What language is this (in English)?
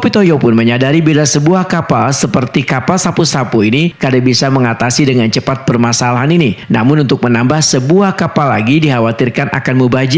Banjar